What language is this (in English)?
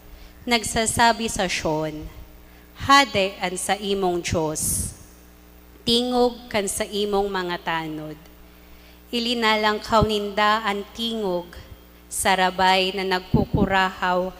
Bikol